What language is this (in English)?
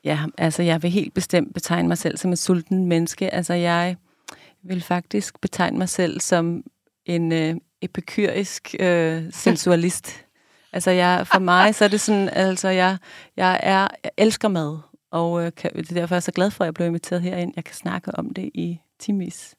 Danish